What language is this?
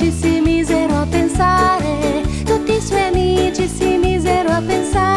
Italian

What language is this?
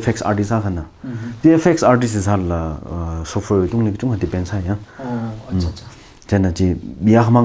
Tangkhul Naga (India)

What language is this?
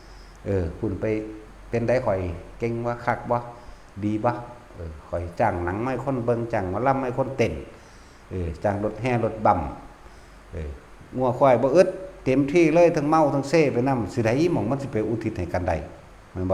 Northeastern Thai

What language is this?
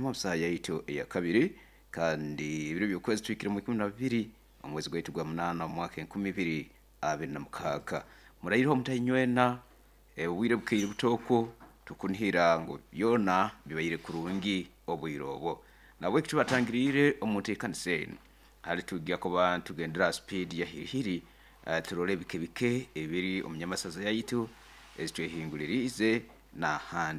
Nyoro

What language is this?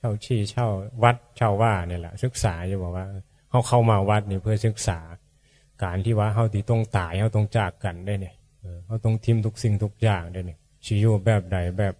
Northeastern Thai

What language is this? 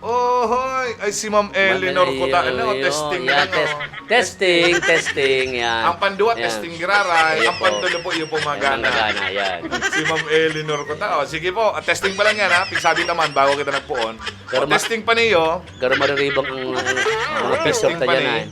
Bikol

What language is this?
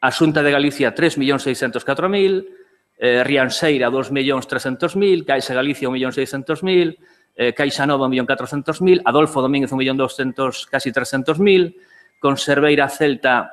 Galician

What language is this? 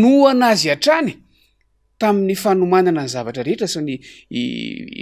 Malagasy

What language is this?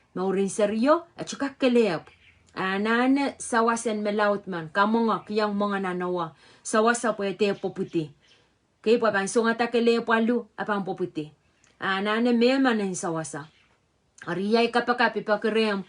Pohnpeian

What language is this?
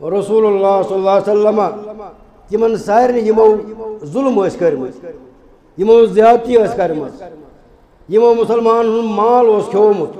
Kashmiri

